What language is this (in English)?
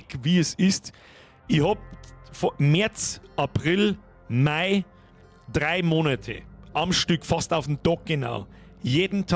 Bavarian